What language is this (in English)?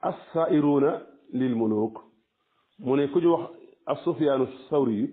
Wolof